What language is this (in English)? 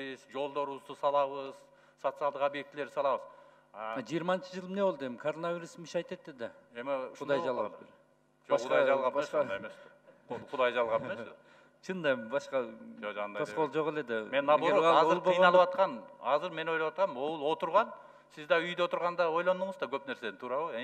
Kyrgyz